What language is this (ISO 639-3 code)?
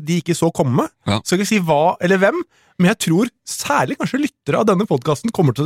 nor